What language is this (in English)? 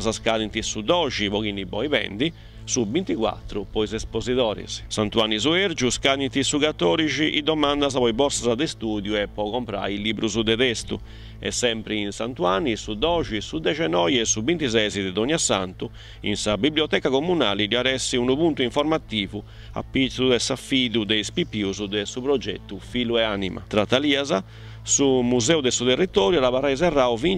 Sardinian